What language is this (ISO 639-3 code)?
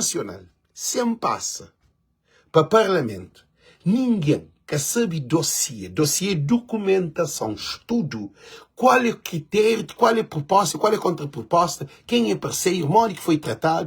kea